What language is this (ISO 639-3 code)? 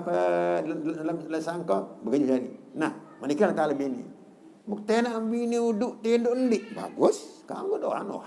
sas